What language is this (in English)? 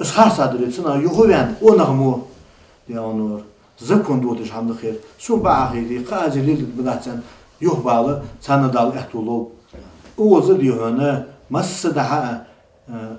Ingush